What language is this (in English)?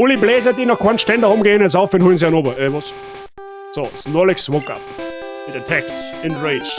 Bavarian